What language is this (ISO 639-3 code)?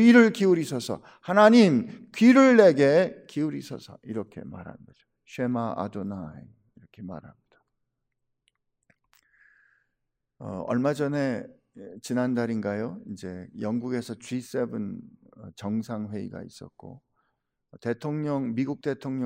kor